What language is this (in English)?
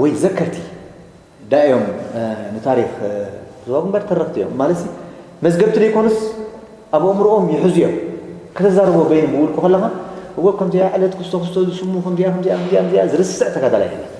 Tigrinya